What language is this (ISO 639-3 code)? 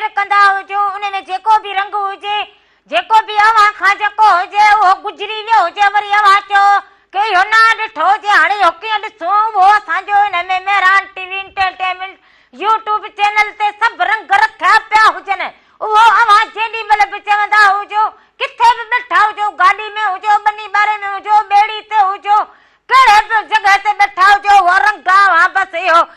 snd